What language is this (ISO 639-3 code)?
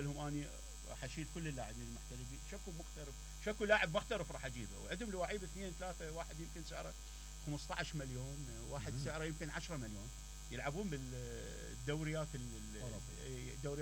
acm